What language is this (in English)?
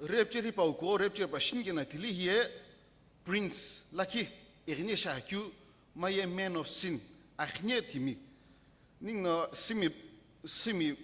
Sumi Naga